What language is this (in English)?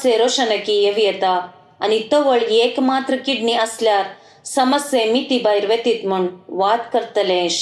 Konkani